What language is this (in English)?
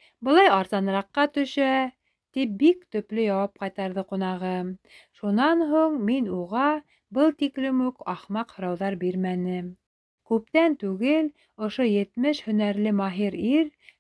Bashkir